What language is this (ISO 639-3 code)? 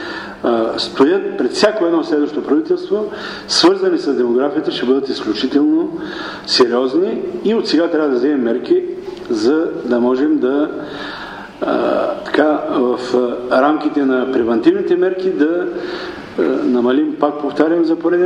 bul